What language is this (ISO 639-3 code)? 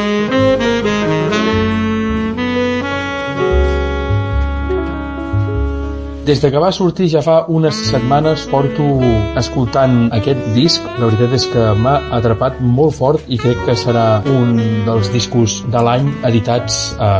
cat